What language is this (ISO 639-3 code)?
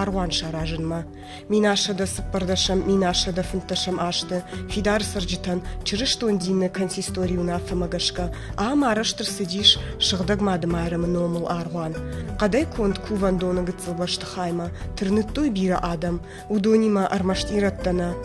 oss